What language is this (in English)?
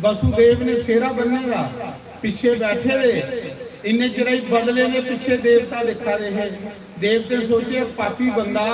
Dogri